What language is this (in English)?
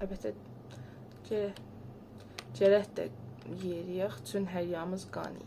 South Azerbaijani